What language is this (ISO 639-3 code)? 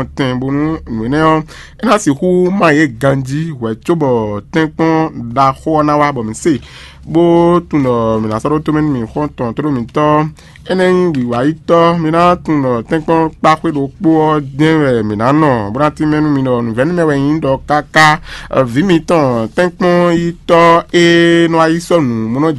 fon